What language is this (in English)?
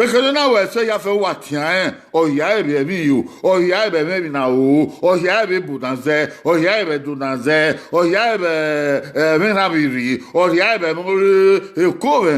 Bini